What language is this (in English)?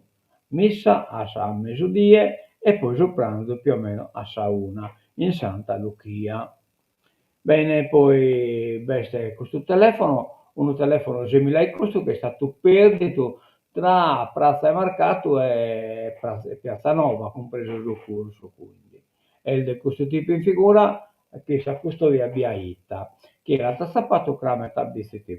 Sardinian